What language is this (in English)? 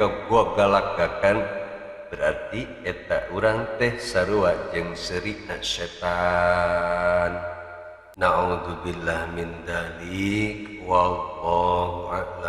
Sundanese